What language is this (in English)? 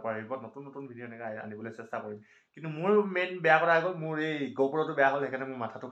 Assamese